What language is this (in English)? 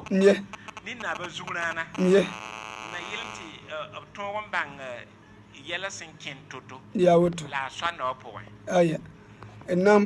Mossi